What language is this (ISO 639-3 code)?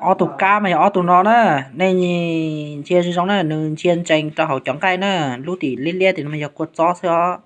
hmn